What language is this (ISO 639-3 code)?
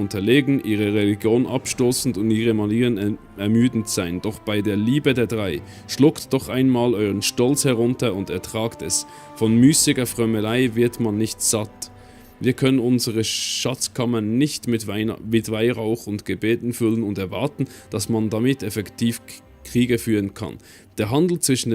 gsw